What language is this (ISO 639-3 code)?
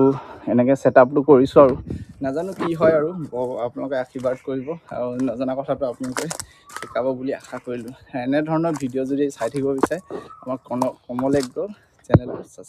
asm